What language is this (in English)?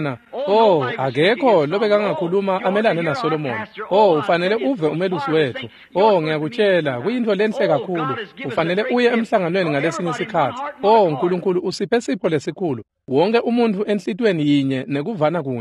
Swati